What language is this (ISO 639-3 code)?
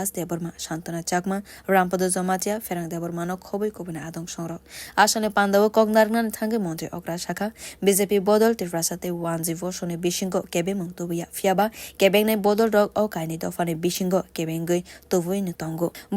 trp